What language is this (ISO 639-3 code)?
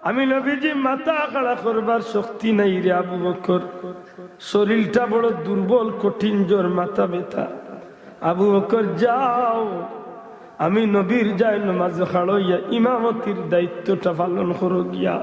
syl